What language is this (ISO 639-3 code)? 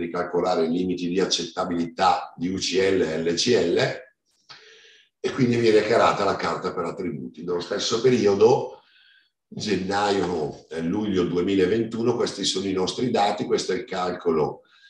ita